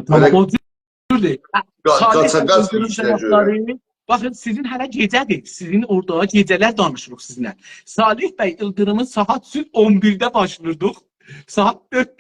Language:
South Azerbaijani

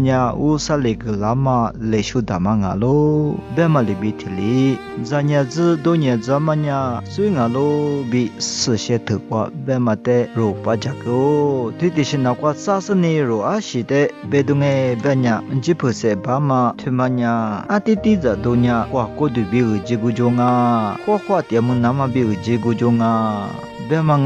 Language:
Lisu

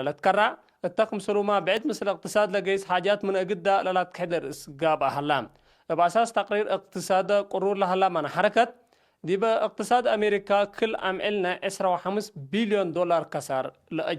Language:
Tigre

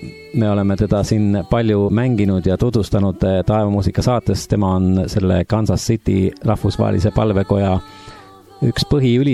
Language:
Estonian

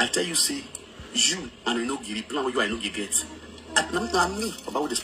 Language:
Nigerian Pidgin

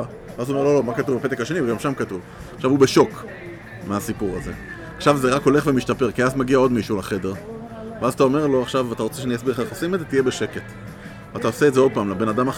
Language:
Hebrew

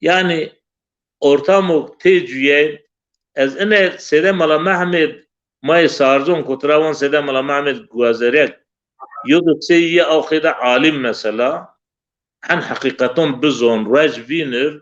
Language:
Zaza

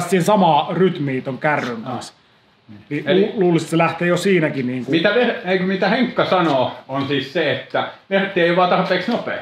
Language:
Finnish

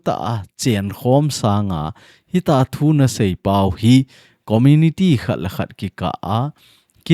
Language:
Thado Chin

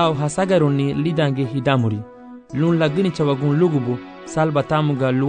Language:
Garifuna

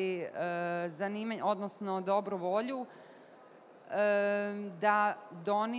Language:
Bosnian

